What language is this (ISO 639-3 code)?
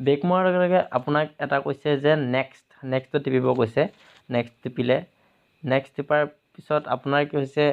asm